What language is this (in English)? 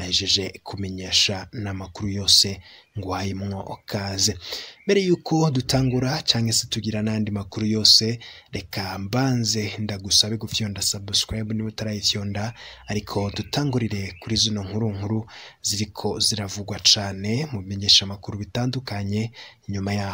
Rundi